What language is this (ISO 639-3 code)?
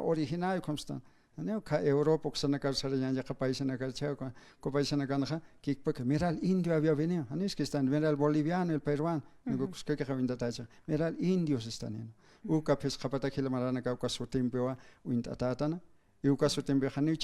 aym